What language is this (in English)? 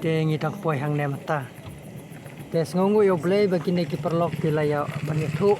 Khasi